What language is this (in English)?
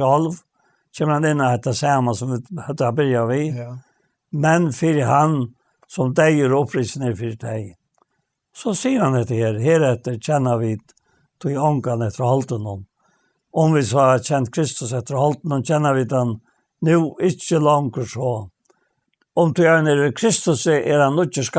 Faroese